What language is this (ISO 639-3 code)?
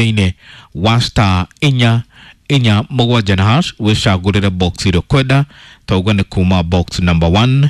kik